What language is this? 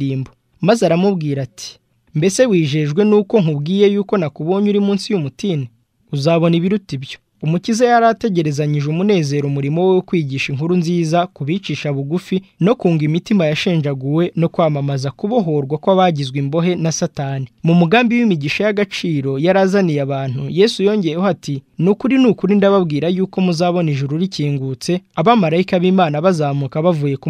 Kinyarwanda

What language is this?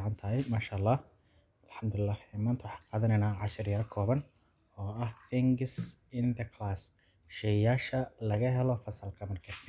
Somali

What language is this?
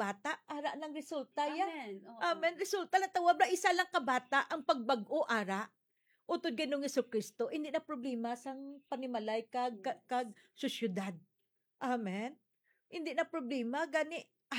Hiligaynon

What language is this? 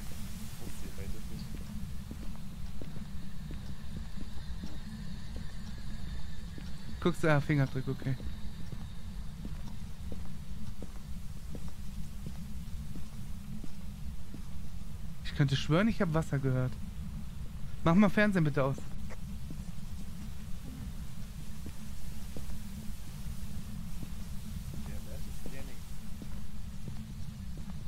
German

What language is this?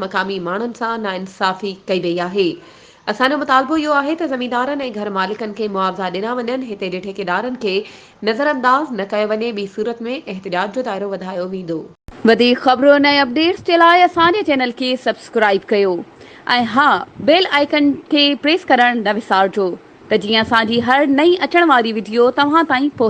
Sindhi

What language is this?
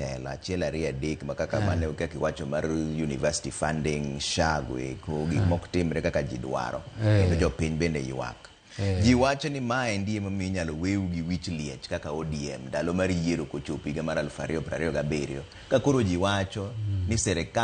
Luo (Kenya and Tanzania)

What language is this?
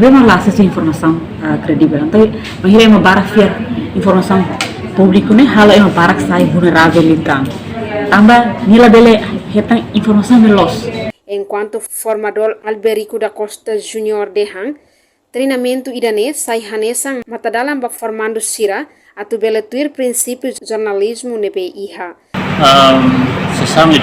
Tetum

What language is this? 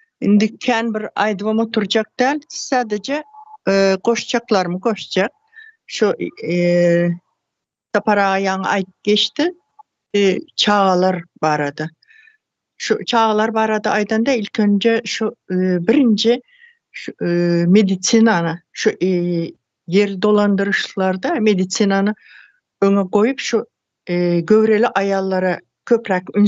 Turkmen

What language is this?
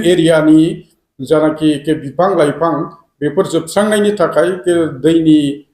Bodo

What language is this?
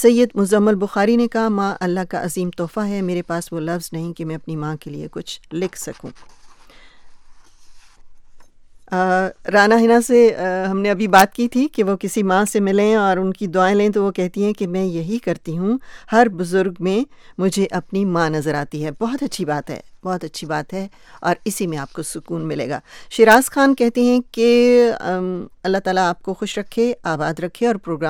Urdu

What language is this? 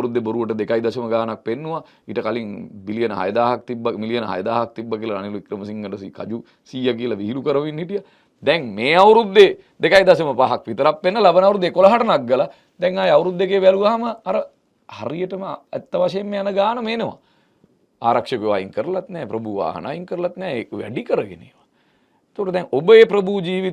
Sinhala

